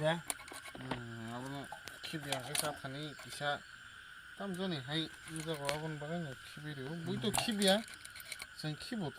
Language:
Kok Borok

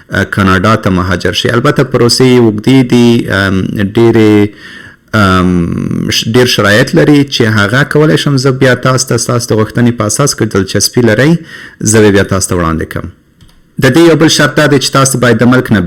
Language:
Pashto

